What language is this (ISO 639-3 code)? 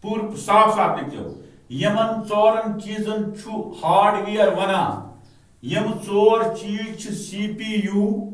kas